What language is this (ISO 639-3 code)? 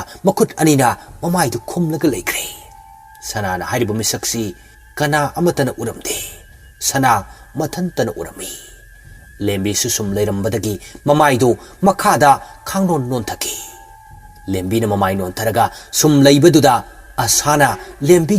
mni